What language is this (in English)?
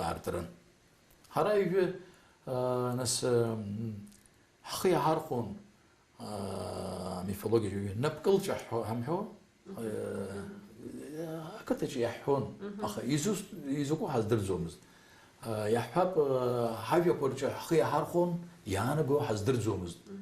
Abkhazian